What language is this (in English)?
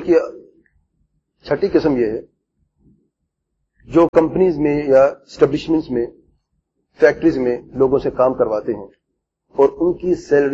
Urdu